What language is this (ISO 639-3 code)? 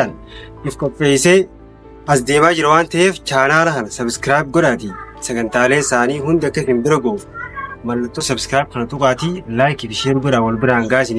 orm